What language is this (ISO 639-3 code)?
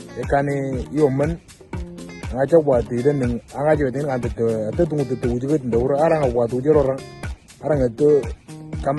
mor